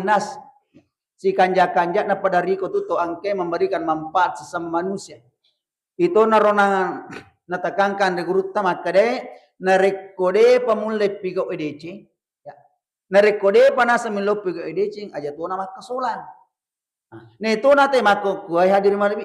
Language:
Buginese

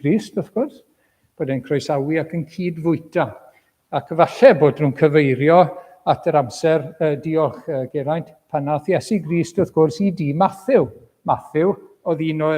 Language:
Welsh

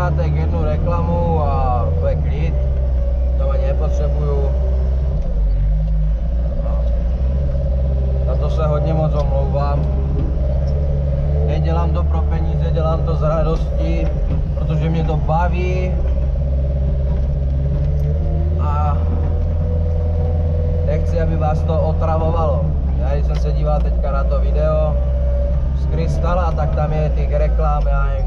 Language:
Czech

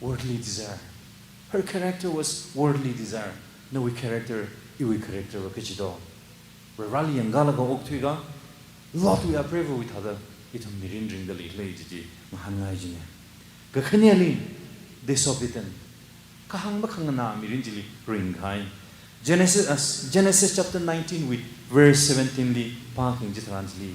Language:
Tangkhul Naga (India)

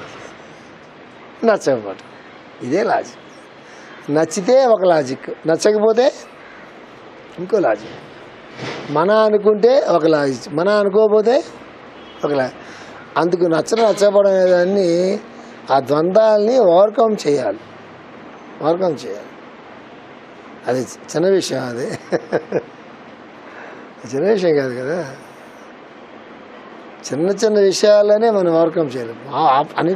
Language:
Telugu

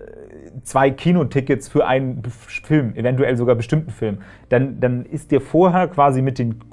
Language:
German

